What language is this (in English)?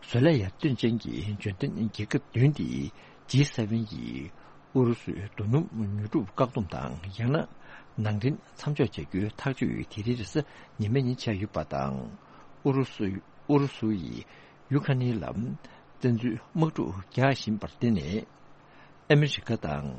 Tibetan